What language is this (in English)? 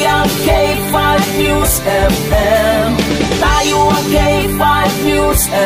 Hiligaynon